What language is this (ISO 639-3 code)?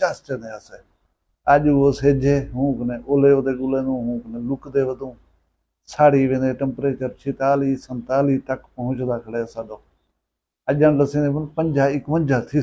skr